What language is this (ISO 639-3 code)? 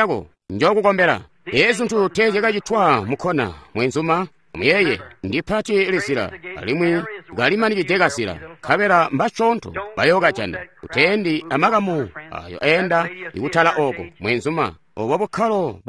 toi